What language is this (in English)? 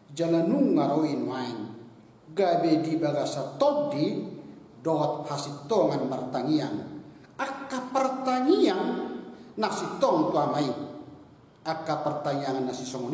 Batak Toba